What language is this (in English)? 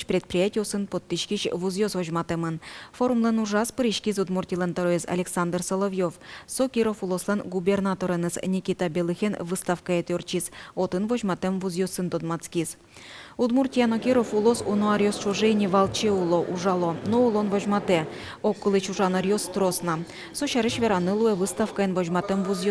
Udmurt